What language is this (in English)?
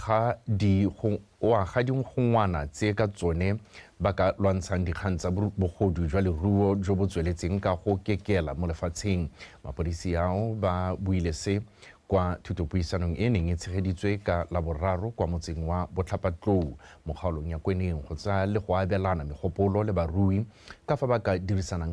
Tswana